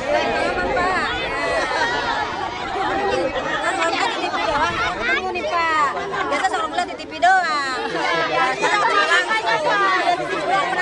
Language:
Indonesian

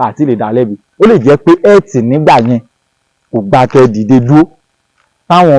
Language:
Yoruba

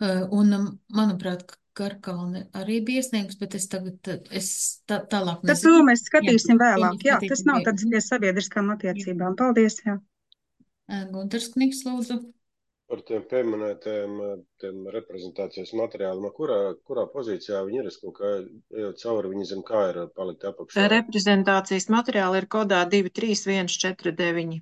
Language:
Latvian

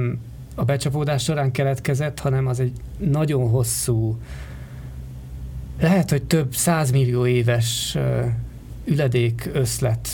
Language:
Hungarian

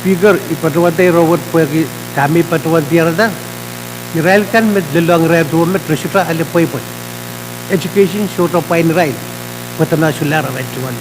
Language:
Pohnpeian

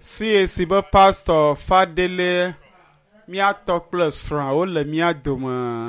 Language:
Ewe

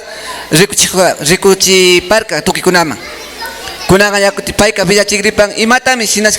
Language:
Imbabura Highland Quichua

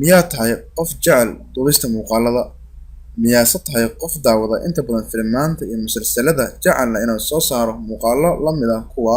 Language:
Somali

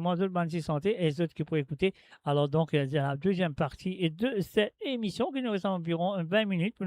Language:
Morisyen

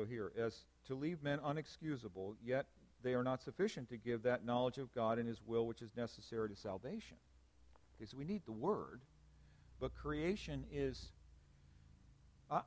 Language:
English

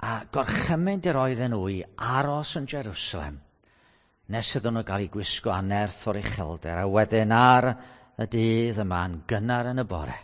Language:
Welsh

